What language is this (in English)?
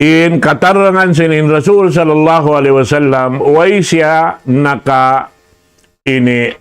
Tausug